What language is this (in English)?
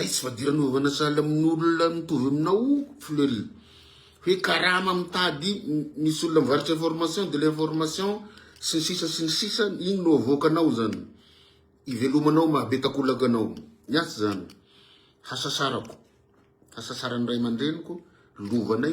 Malagasy